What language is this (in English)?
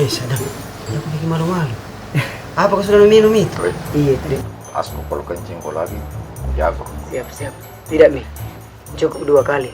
Makassar Malay